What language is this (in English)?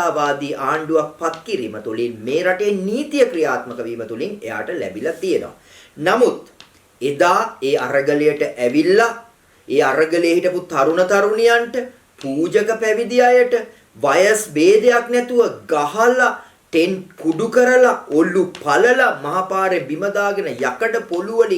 Sinhala